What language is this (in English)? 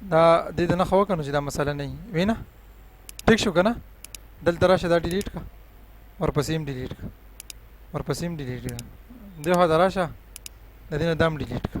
Pashto